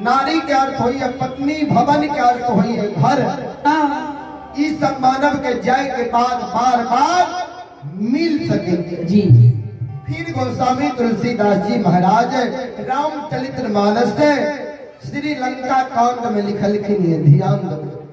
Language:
Maithili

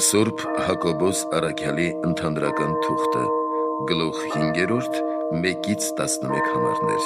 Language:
Armenian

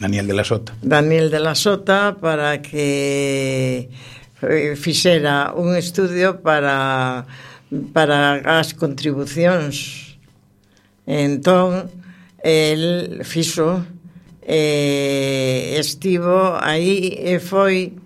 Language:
Galician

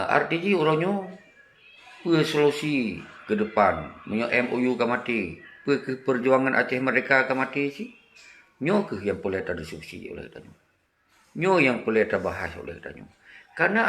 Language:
Achinese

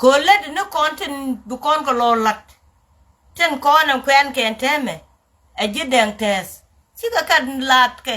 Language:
Nuer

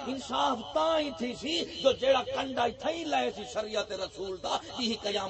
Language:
Saraiki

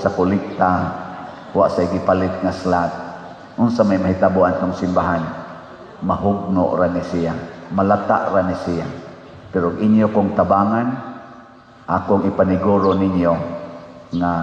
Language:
Cebuano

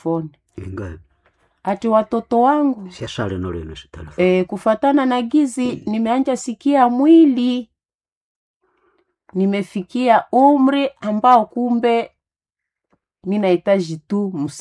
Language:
Swahili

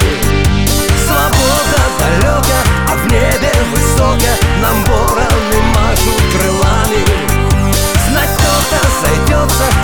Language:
Russian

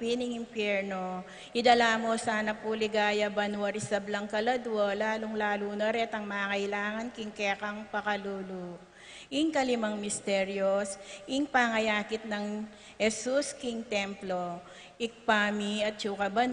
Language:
Pampanga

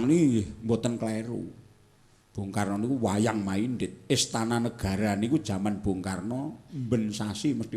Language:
Javanese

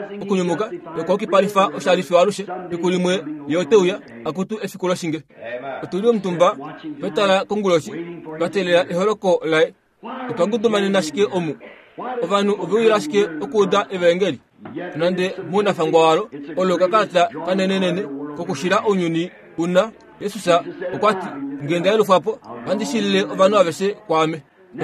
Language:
Kuanyama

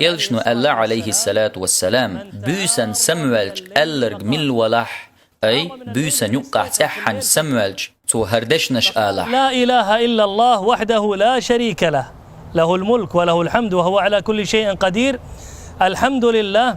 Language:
Chechen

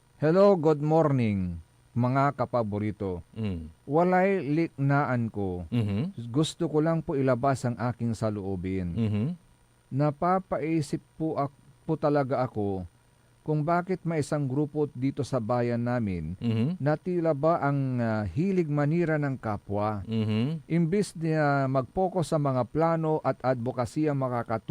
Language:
Pangasinan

